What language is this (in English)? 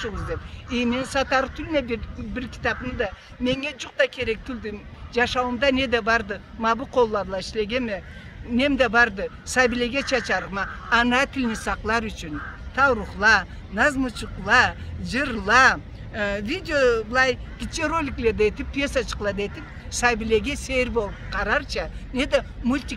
Karachay-Balkar